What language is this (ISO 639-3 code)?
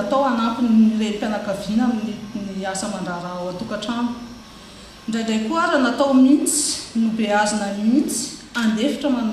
mlg